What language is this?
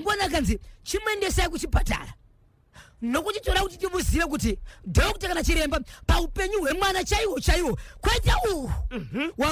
Shona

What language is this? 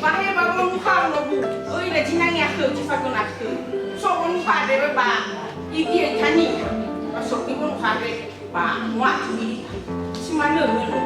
Nias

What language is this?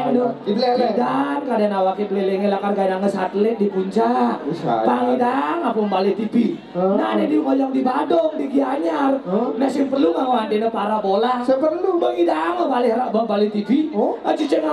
Balinese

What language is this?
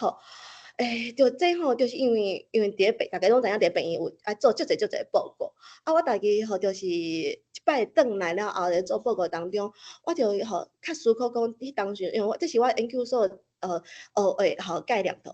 Min Nan Chinese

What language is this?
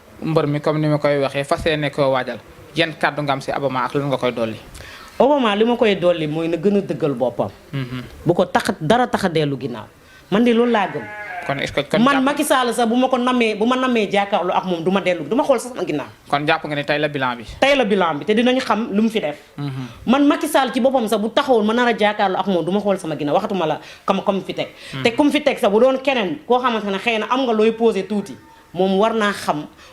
Wolof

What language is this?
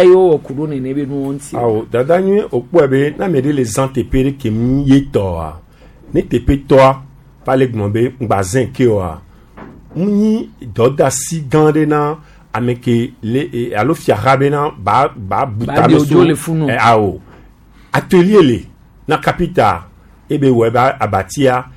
Gen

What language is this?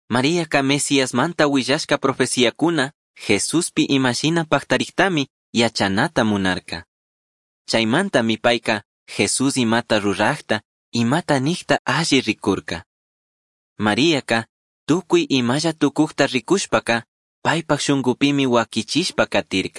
Chimborazo Highland Quichua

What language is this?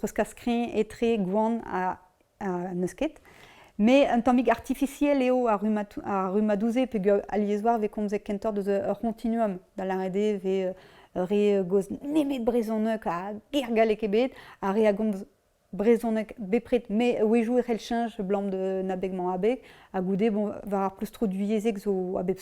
Breton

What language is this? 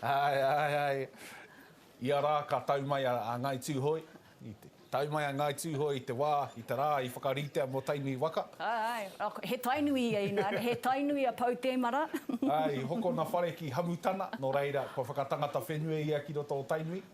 Māori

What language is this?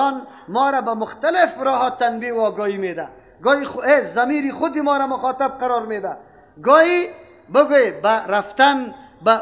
Persian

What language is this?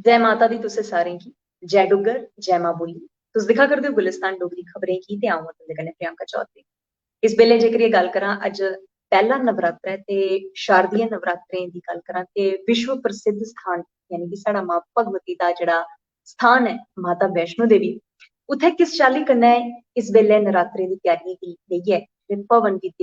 Dogri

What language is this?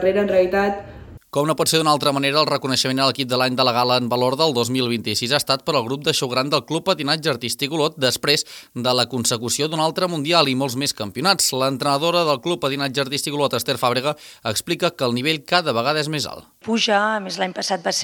Catalan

